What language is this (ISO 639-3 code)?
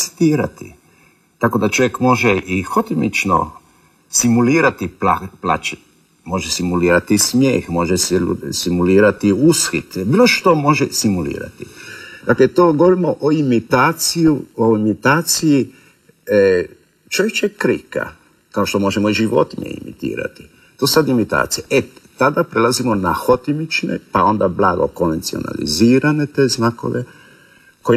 hrv